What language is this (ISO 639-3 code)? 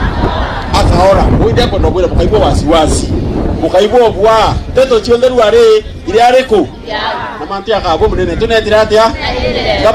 mer